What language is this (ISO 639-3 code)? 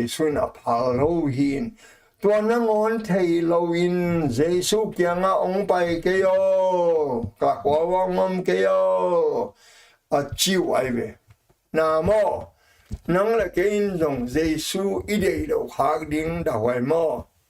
ctd